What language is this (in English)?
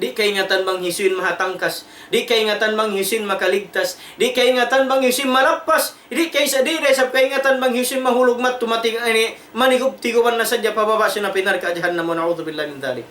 Tausug